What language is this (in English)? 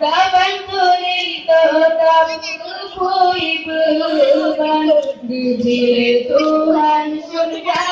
Achinese